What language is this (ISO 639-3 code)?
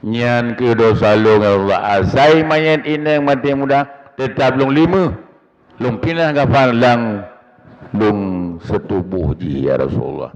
ace